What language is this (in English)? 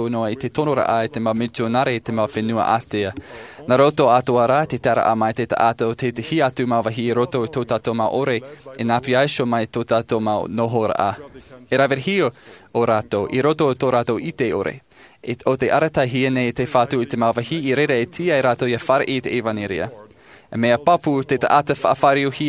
Tahitian